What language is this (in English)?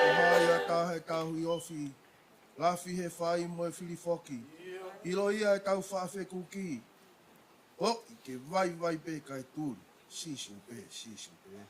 Tongan